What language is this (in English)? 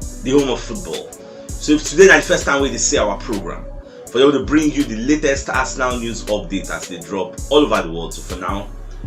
Nigerian Pidgin